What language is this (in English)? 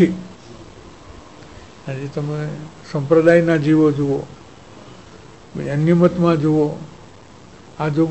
Gujarati